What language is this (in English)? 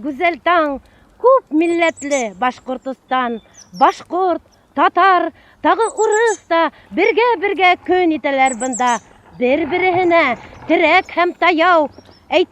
Bashkir